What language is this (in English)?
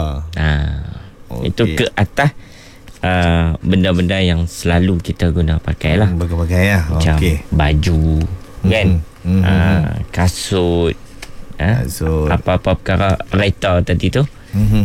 Malay